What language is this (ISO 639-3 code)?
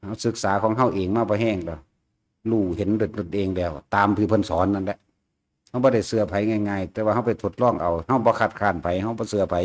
tts